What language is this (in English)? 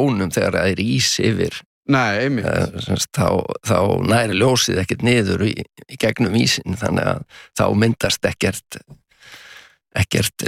Icelandic